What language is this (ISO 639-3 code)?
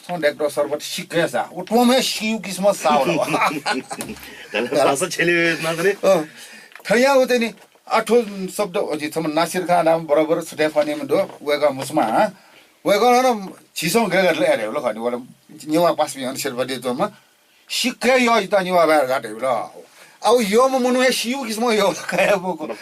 new